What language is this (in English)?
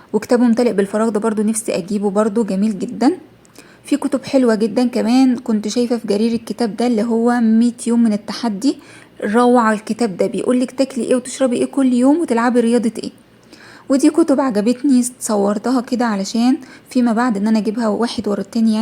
Egyptian Arabic